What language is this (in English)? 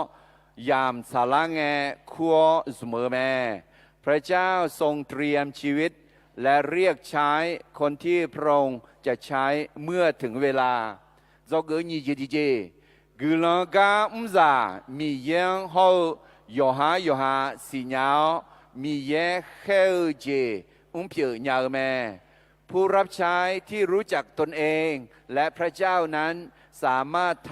Akha